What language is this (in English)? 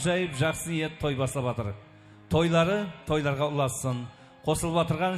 Kara-Kalpak